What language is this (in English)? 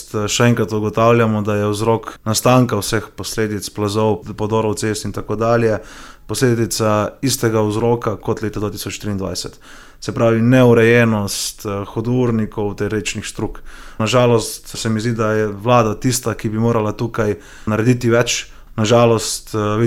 Slovenian